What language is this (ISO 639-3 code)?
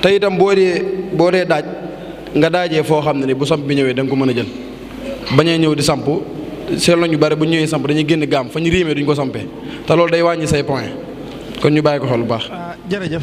wol